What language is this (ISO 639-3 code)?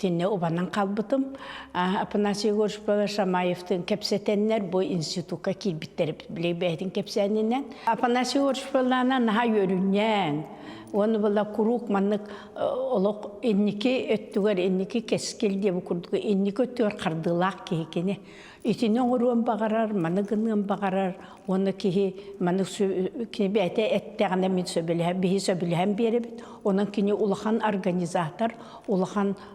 sah